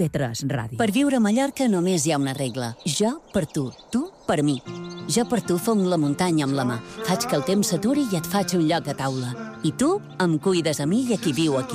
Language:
Catalan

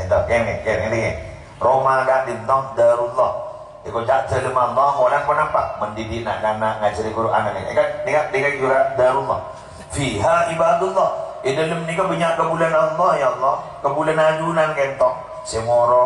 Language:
Madurese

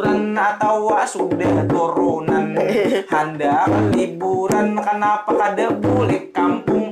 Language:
Banjar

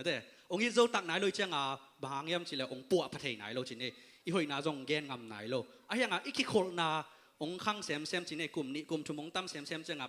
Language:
Tedim Chin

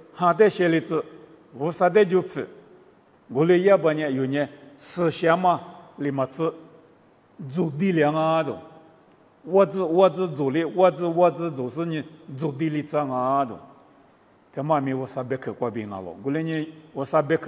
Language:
Lisu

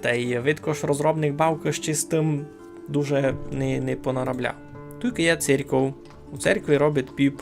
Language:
Rusyn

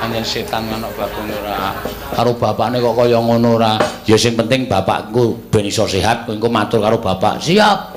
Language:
Javanese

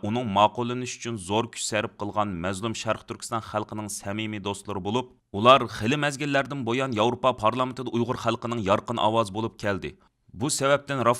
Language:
Uyghur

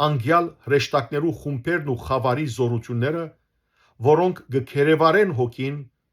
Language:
Western Armenian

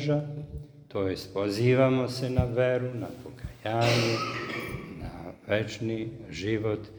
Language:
Serbian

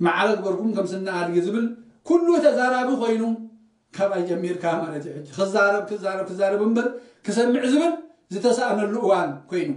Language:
Tigrinya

